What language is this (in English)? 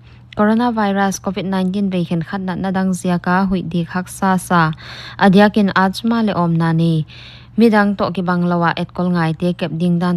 Paite Chin